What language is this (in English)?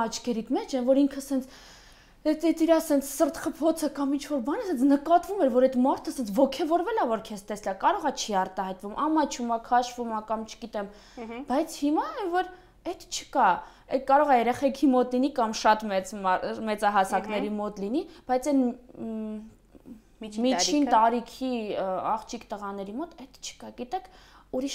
Armenian